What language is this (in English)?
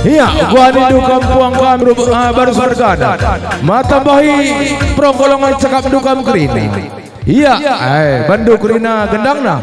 Batak Karo